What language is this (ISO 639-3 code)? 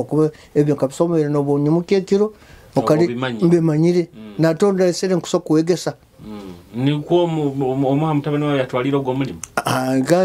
nyo